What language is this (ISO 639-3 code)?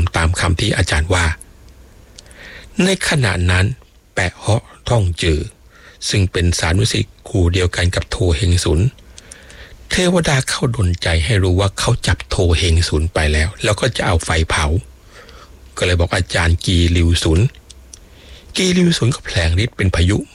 tha